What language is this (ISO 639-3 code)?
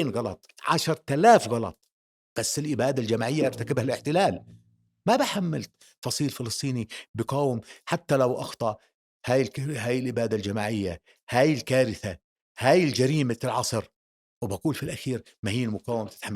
apc